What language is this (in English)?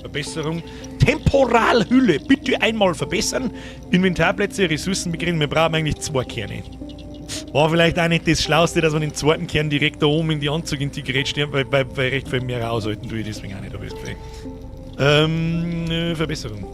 Bavarian